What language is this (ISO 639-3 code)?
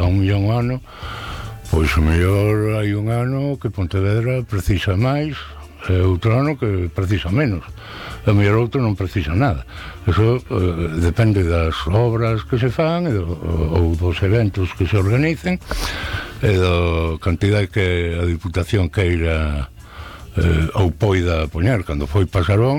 glg